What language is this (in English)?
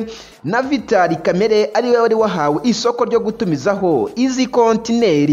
Kinyarwanda